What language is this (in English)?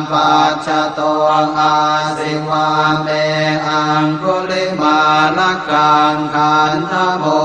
Pali